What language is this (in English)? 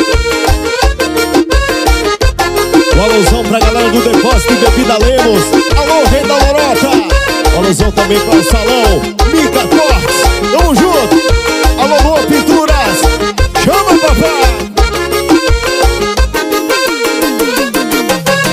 Portuguese